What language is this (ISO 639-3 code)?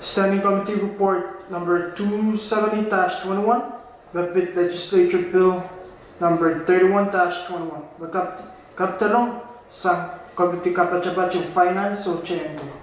pon